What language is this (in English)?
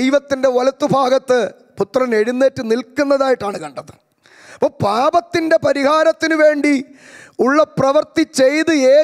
Malayalam